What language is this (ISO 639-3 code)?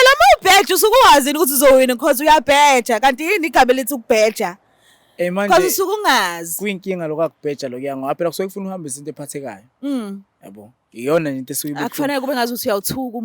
zul